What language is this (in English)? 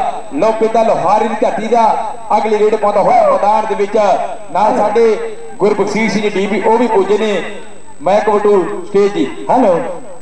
Punjabi